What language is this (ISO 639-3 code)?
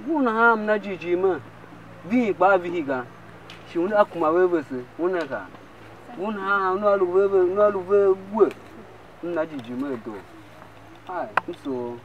tiv